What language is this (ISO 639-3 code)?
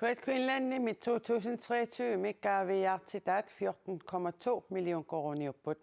kal